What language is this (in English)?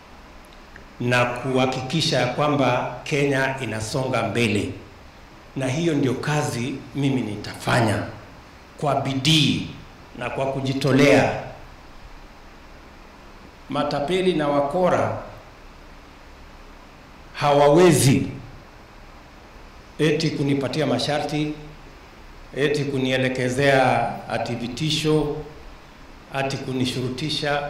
Swahili